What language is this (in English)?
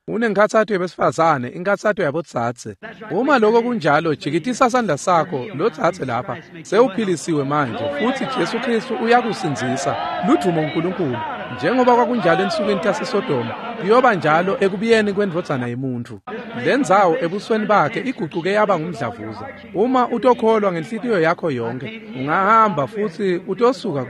Swati